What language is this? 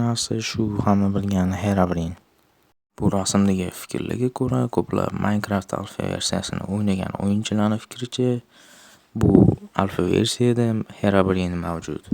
Uzbek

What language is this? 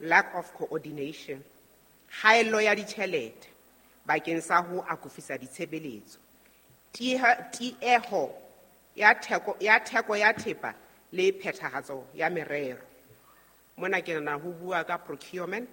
Southern Sotho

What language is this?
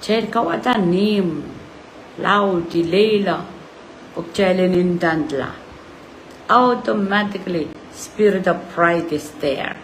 Pohnpeian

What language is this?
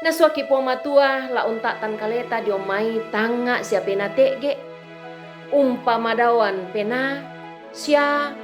Toraja-Sa'dan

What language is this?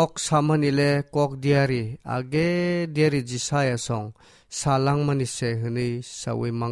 Kok Borok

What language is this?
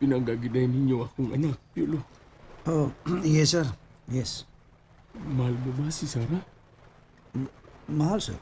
Cebuano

